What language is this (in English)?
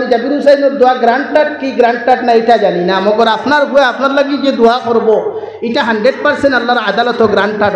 Sylheti